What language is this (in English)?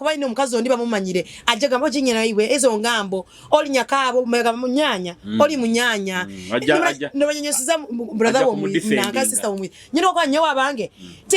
Nyoro